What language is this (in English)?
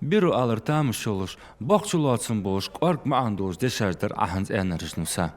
Ingush